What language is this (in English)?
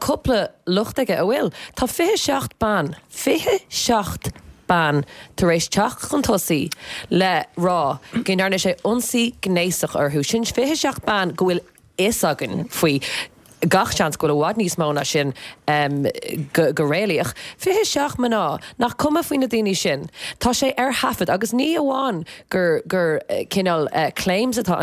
Irish